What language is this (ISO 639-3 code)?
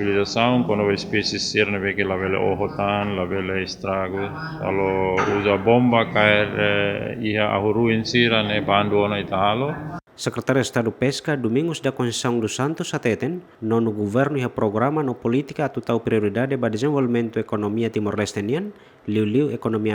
tet